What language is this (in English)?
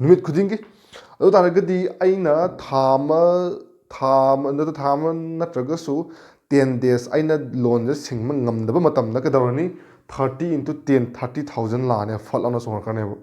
Manipuri